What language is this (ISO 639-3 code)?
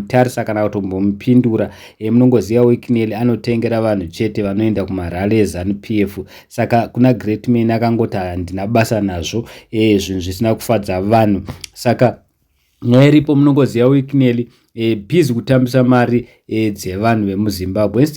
sna